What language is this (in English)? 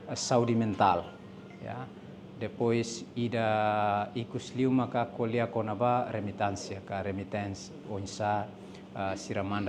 Tetum